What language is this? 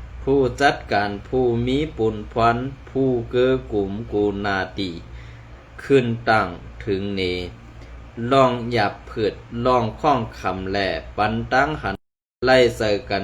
Shan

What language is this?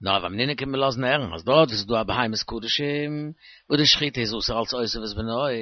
Yiddish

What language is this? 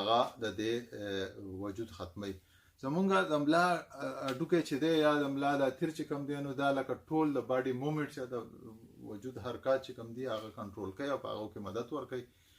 Pashto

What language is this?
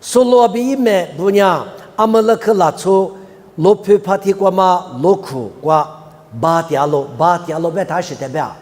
Lisu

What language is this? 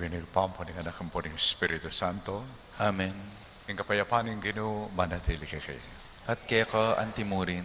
Pampanga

